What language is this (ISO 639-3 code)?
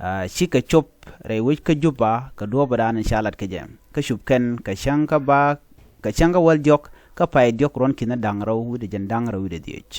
nus